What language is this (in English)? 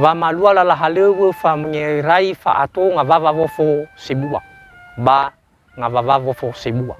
Nias